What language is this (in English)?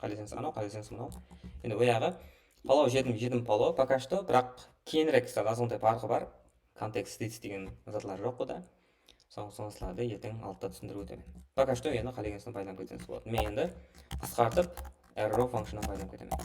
Kara-Kalpak